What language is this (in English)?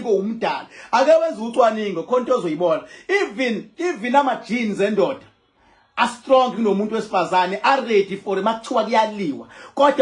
Zulu